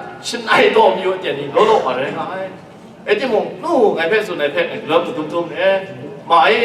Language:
Kachin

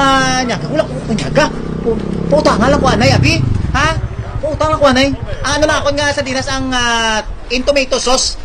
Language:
Hiligaynon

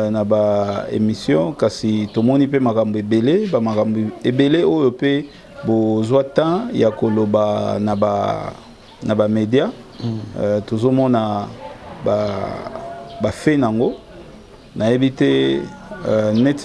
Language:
Lingala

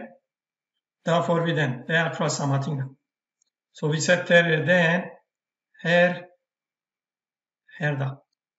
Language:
Norwegian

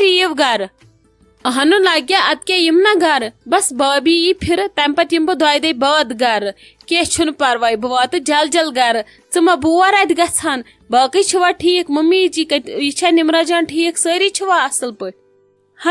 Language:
Kashmiri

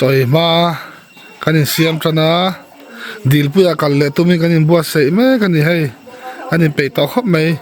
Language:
Mizo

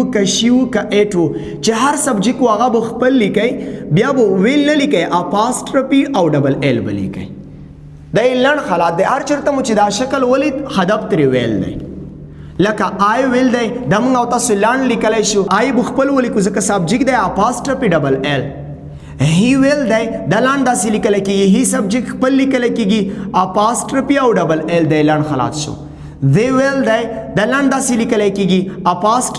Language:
Pashto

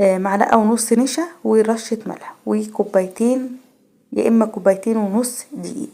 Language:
Egyptian Arabic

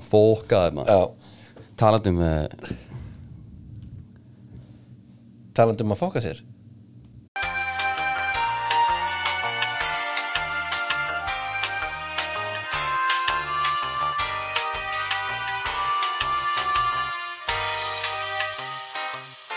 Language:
Icelandic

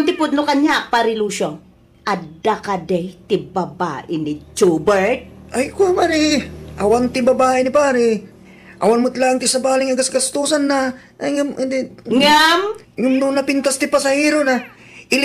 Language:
Iloko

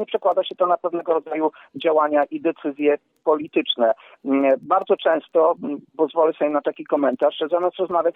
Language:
Polish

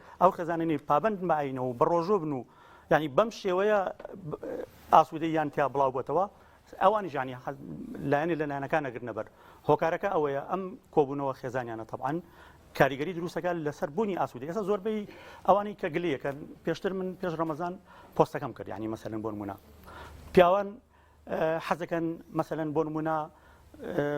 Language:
Central Kurdish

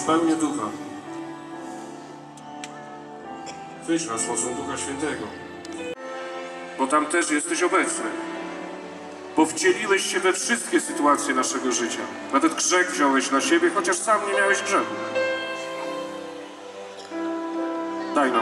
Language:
Polish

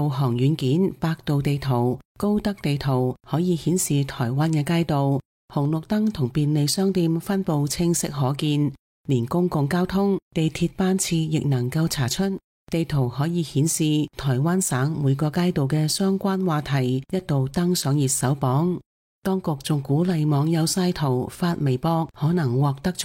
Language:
Cantonese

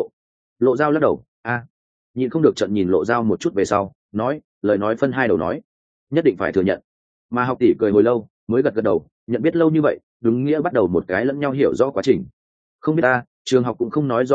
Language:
Vietnamese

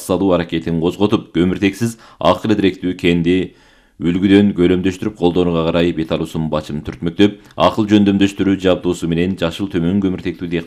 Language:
Kyrgyz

